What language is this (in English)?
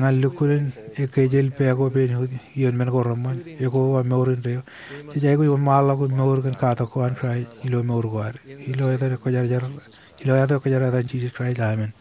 Marshallese